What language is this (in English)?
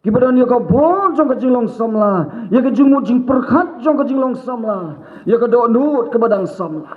Khasi